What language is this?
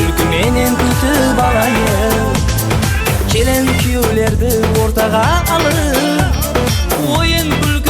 Kara-Kalpak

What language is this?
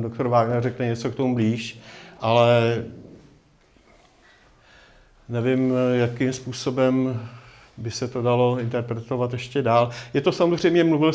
Czech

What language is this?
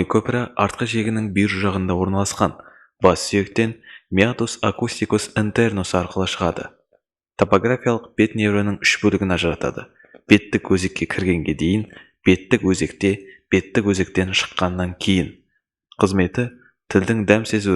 Kazakh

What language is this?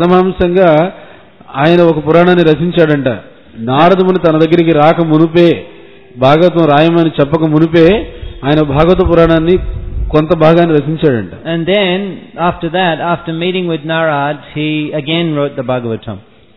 Telugu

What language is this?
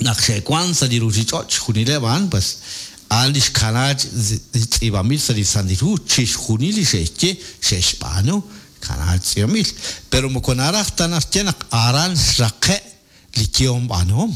Kekchí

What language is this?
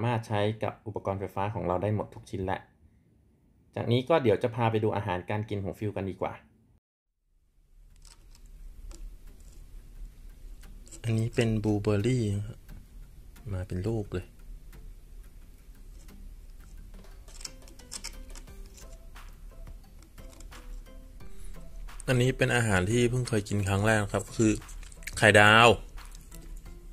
Thai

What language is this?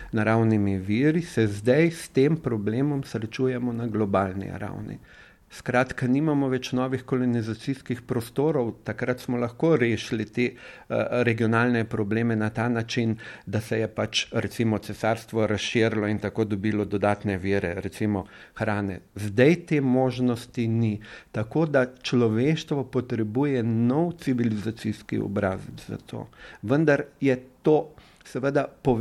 Slovenian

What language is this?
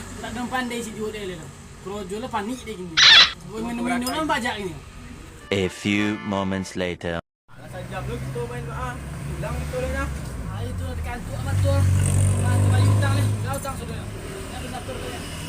Minangkabau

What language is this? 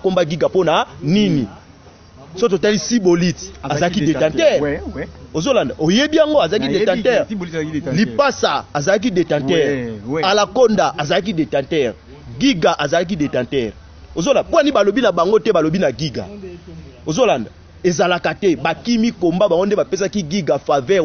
Lingala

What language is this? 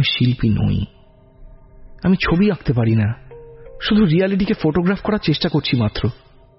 Bangla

